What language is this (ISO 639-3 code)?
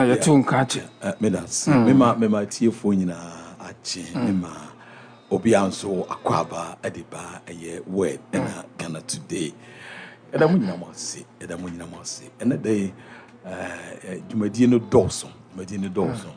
aka